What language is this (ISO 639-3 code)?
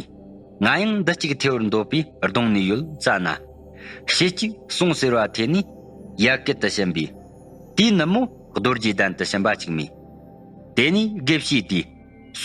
bod